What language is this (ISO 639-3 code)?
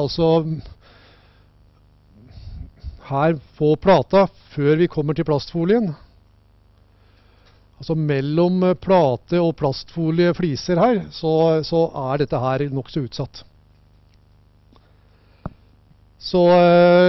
nor